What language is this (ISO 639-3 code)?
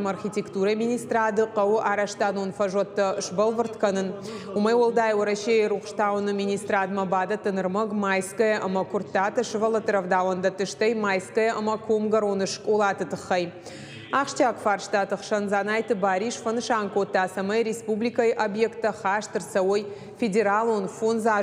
oss